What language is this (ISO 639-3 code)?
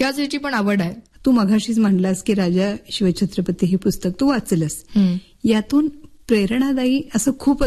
mar